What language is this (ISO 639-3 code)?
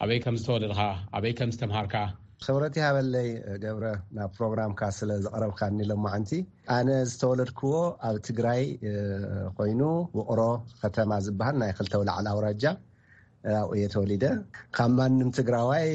tir